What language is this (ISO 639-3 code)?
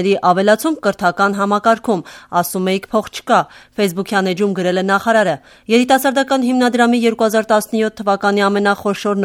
hye